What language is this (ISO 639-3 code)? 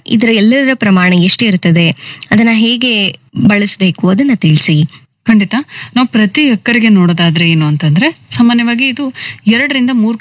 kan